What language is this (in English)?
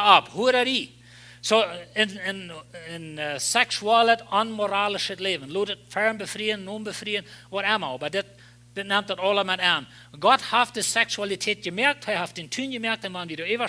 Plautdietsch